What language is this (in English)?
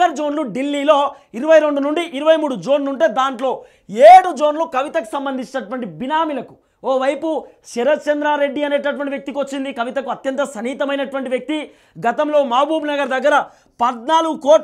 Telugu